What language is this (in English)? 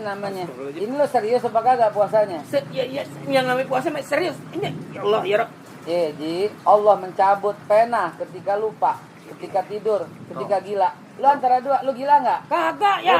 Betawi